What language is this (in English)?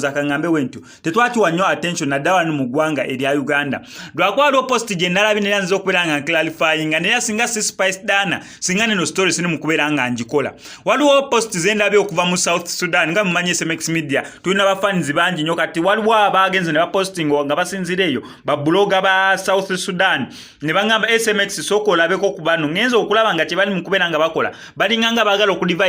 Ganda